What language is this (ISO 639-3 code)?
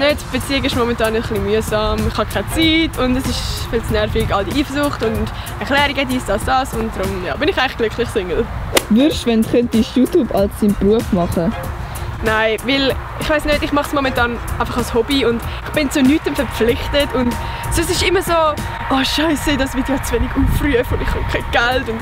gsw